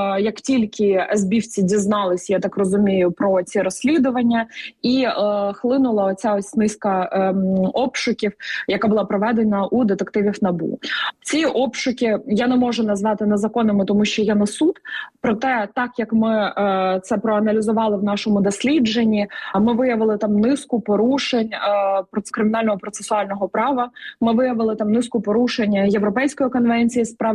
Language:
Ukrainian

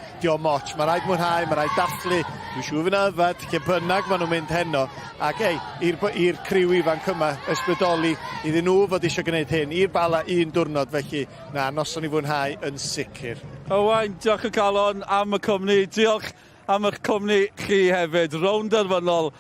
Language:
Welsh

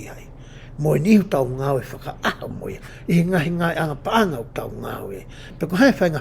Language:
Tongan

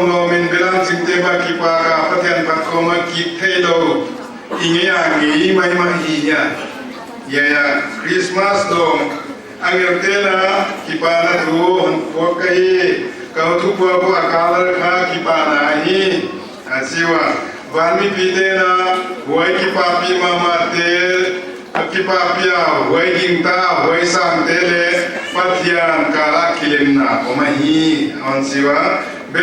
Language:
Paite Chin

